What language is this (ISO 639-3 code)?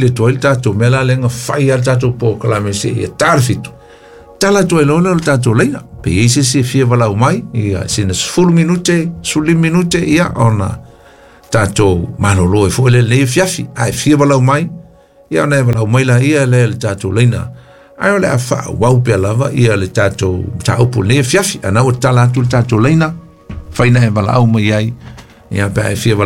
smo